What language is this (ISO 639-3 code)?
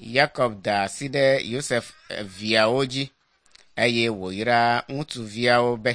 ewe